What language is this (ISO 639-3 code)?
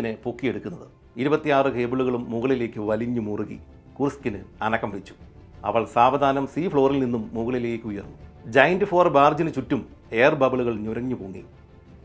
mal